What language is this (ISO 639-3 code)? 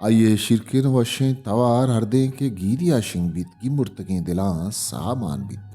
bal